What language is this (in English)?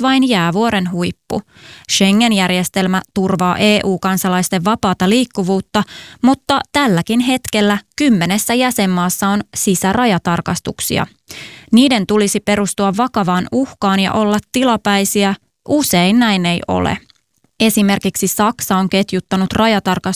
Finnish